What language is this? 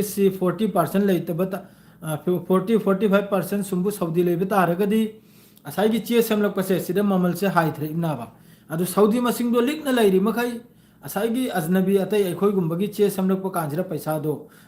Manipuri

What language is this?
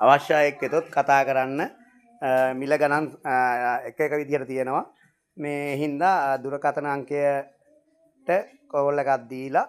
Sinhala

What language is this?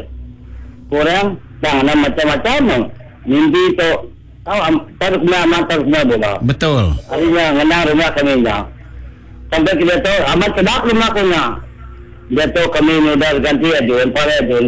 Iban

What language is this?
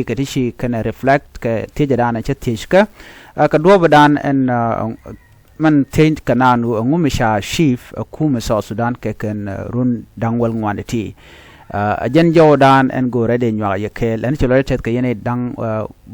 Nuer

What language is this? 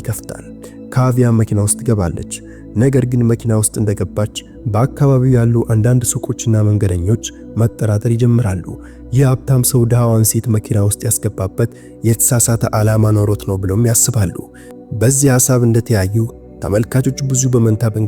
Amharic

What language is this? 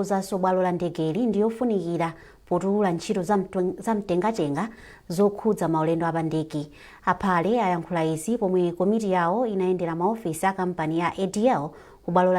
Nyanja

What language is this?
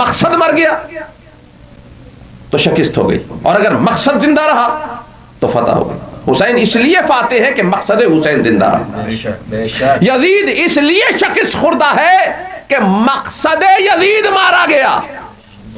Urdu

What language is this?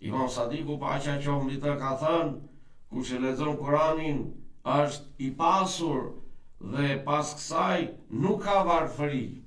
Albanian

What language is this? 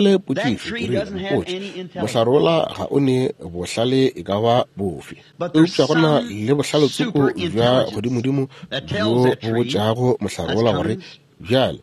Northern Sotho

